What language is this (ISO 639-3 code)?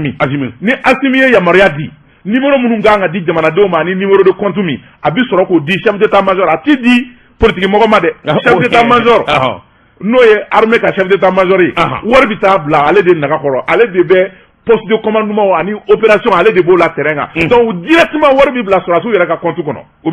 bam